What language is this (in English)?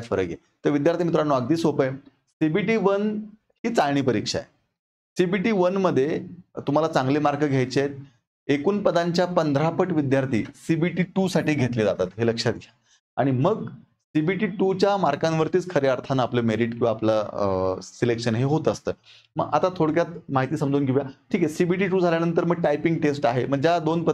Marathi